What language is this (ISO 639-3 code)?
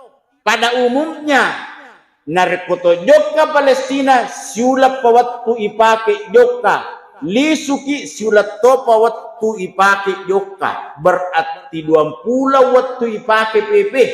bug